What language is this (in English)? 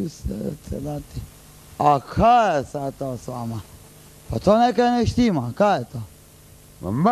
Croatian